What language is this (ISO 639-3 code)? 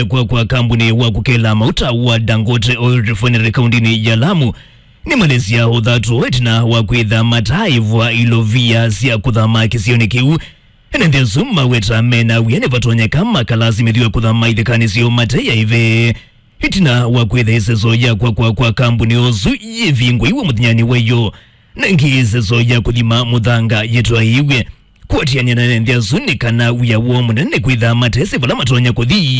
kam